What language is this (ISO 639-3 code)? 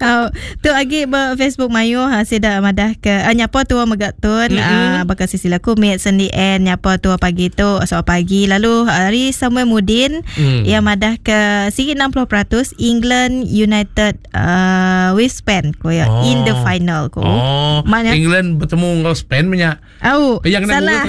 iba